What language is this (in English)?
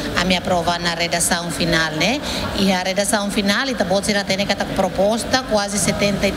Tetum